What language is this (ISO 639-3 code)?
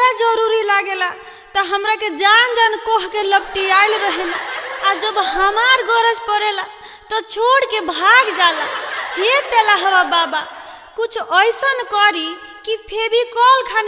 bho